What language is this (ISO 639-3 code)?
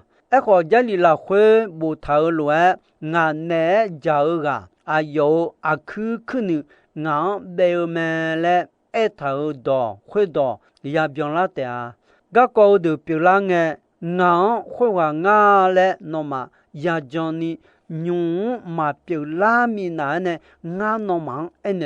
ahk